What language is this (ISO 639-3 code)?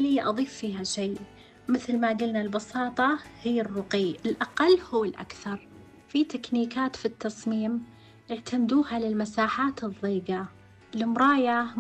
ars